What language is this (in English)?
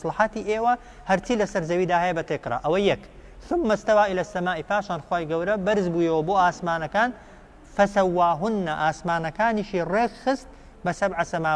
Central Kurdish